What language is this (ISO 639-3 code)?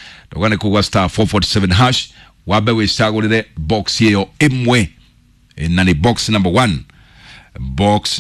kik